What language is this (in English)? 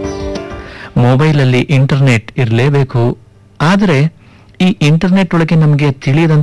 Kannada